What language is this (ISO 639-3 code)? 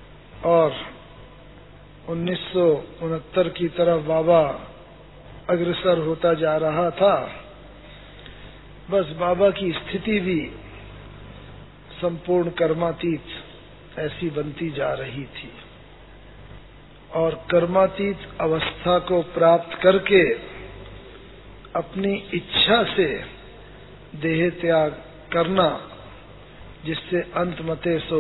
hin